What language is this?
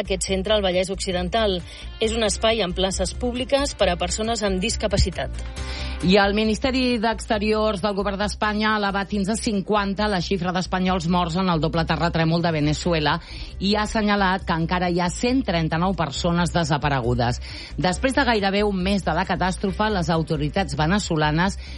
Catalan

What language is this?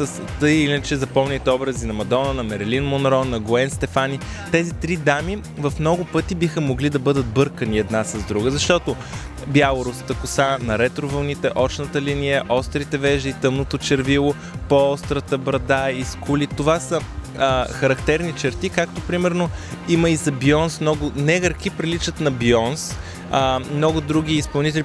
Bulgarian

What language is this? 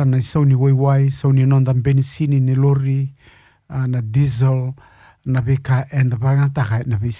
Fijian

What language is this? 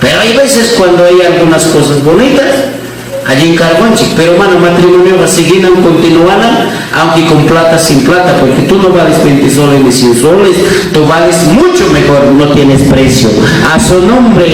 Ayacucho Quechua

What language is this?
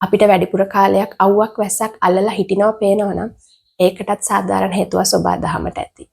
Sinhala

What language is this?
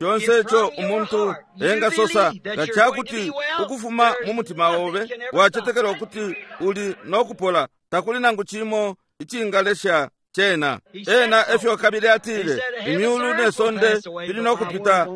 Bemba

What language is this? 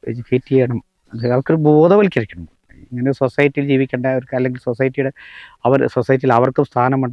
Malayalam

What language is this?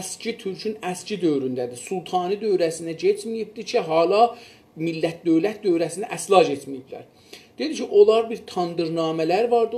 South Azerbaijani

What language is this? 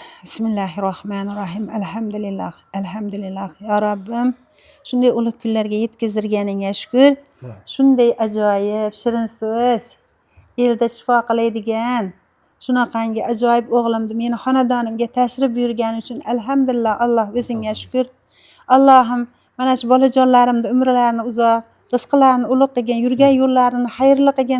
Uzbek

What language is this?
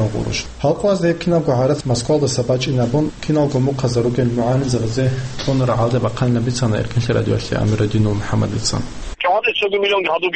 Avaric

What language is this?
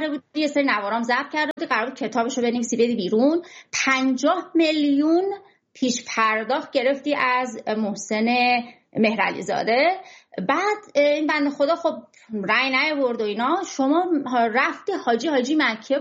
Persian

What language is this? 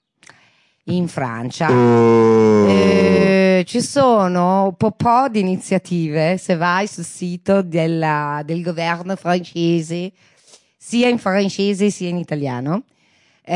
Italian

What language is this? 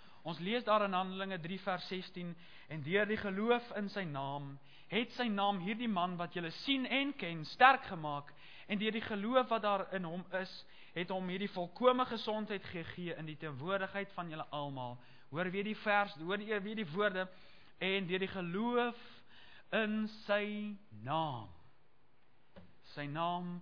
Afrikaans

